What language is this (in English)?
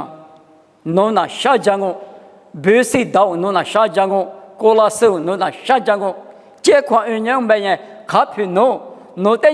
Lisu